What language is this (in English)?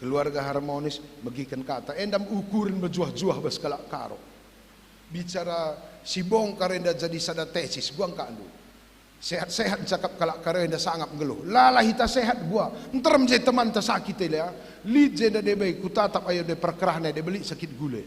Batak Karo